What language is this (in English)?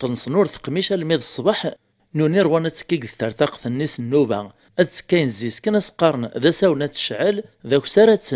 Kabyle